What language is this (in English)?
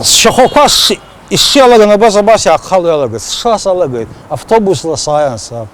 Abkhazian